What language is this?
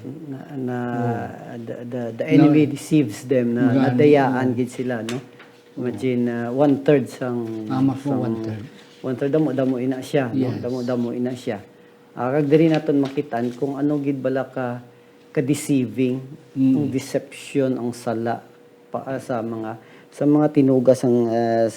Hiligaynon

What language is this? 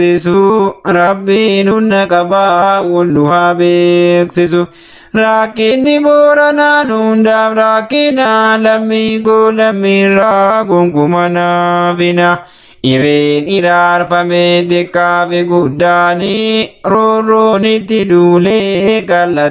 Oromo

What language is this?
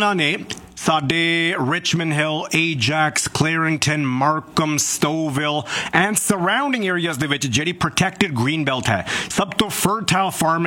Punjabi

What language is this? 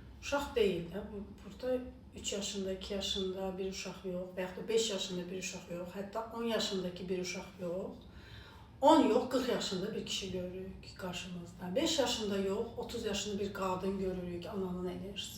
Azerbaijani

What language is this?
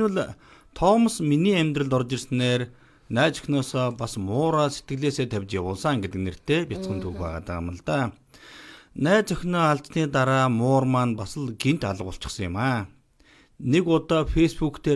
Mongolian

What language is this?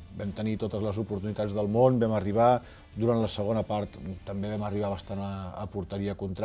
Catalan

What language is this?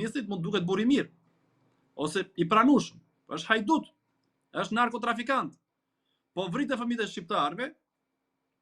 Albanian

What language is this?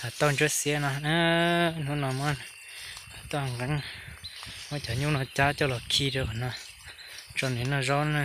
Hmong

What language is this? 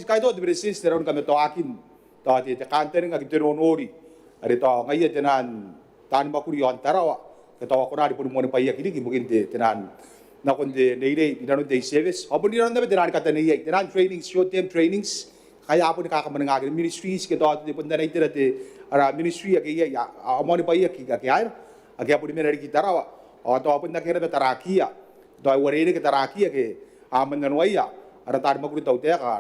Gilbertese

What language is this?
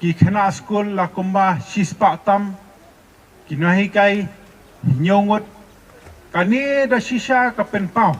Khasi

